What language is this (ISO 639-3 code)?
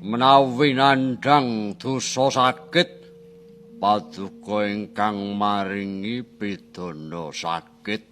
jav